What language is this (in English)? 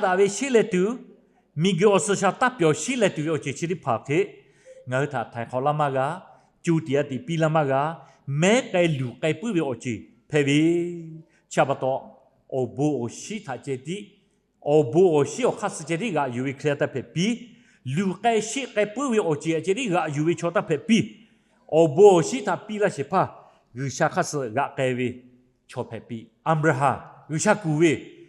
Lahu